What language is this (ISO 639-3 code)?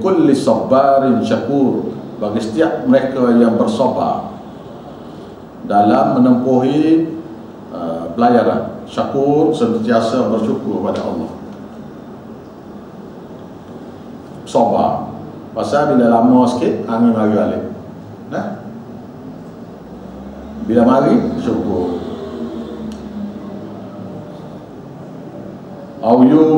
msa